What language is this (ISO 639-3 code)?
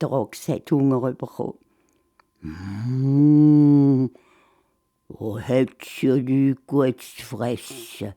gsw